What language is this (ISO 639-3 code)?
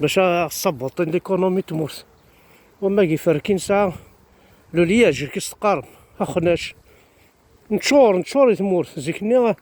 kab